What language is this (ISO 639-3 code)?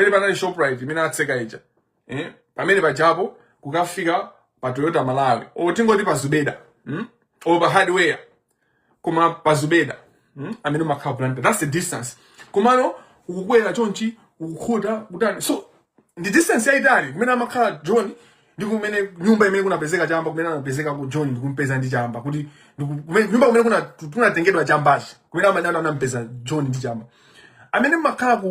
nya